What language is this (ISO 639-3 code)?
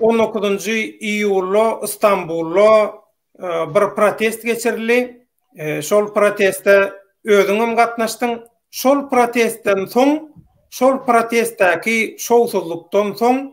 tuk